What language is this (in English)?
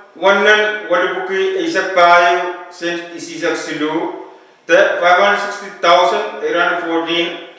Pohnpeian